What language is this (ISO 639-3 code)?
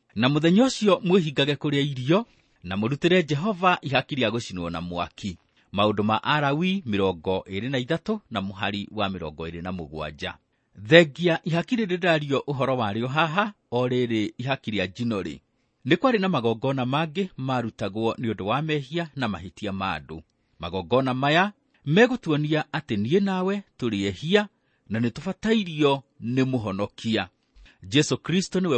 kik